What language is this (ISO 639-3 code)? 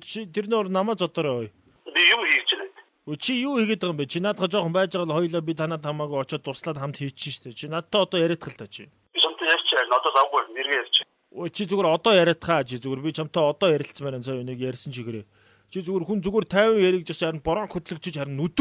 mon